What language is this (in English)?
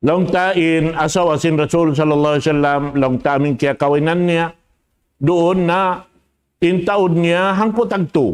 Tausug